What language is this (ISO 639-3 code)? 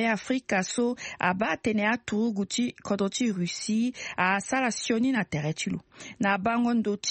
sag